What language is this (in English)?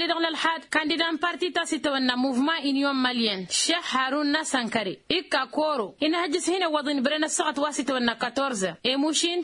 Tamasheq